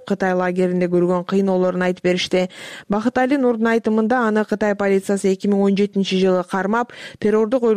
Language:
Kyrgyz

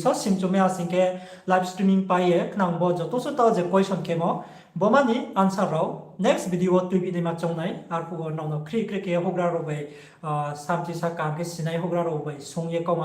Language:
Riang (India)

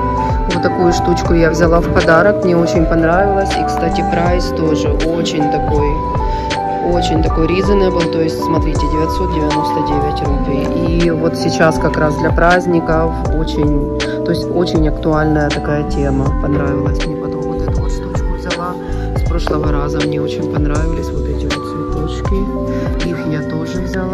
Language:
Russian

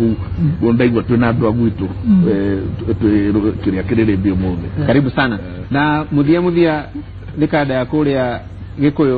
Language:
Kikuyu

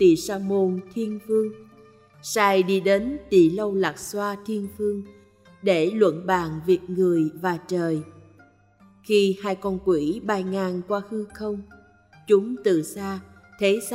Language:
Vietnamese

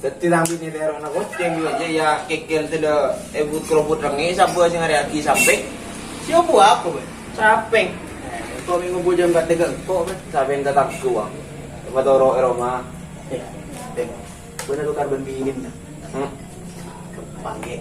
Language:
Madurese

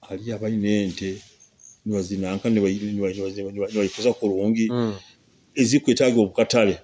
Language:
Nyoro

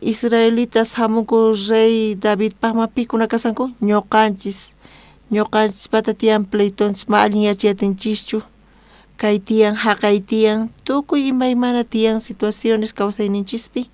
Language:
South Bolivian Quechua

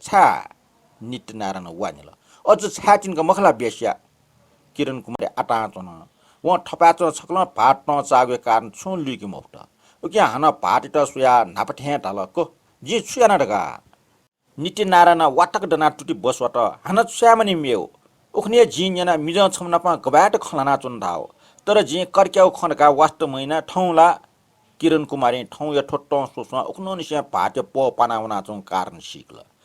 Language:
Newari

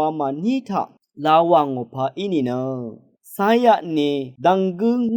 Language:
Rawang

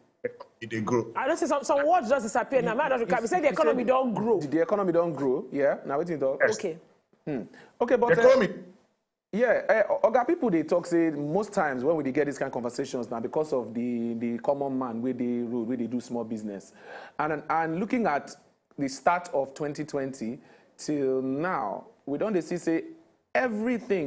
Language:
Nigerian Pidgin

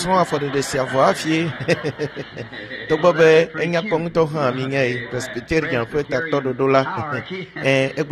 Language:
Ewe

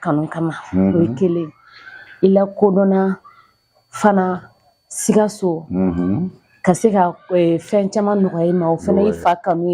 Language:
Bambara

